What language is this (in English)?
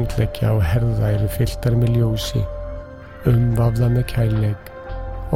Icelandic